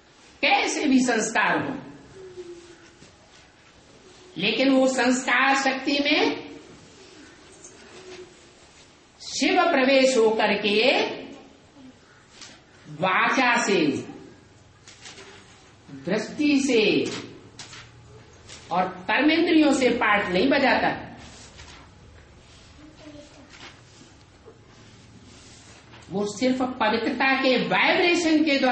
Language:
Hindi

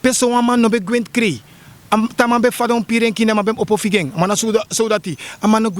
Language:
Sranan Tongo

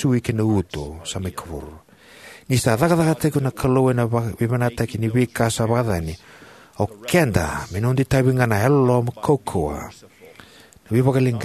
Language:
Fijian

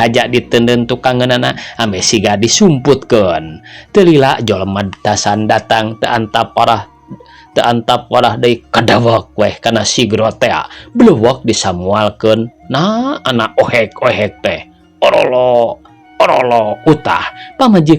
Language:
Sundanese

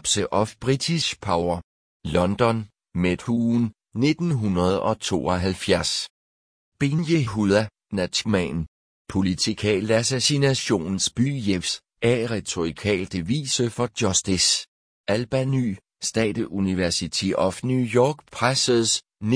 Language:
Danish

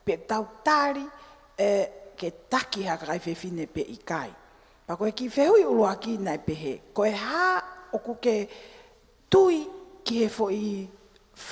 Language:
Tongan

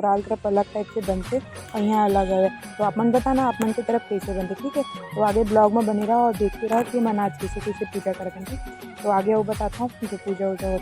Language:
Chhattisgarhi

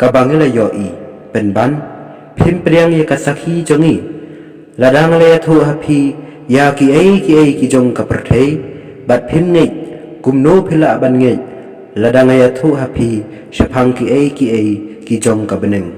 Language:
Khasi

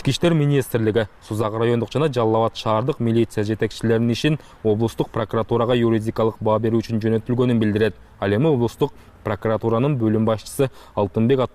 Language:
Kyrgyz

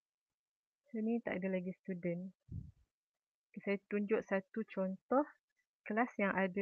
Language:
Malay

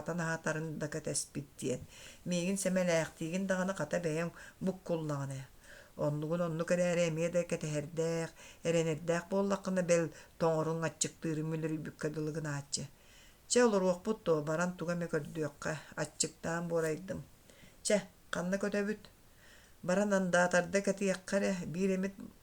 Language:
Yakut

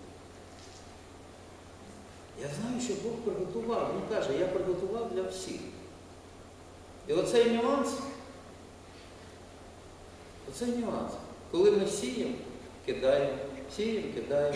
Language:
Ukrainian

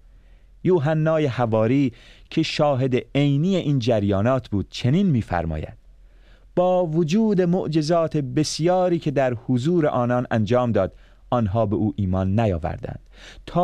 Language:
Persian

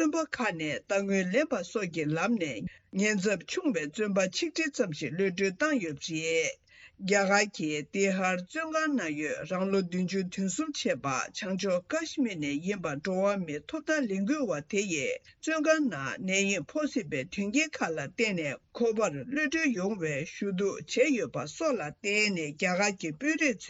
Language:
Tibetan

